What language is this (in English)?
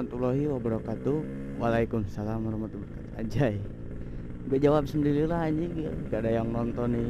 Sundanese